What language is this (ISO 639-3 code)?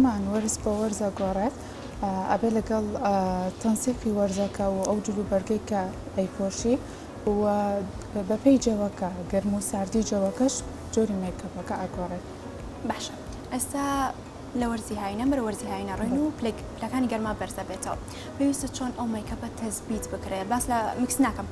ckb